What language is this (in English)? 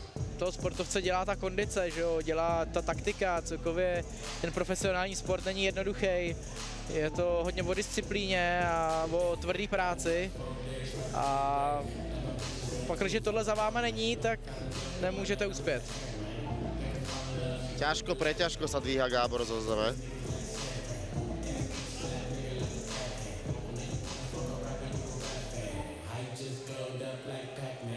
Czech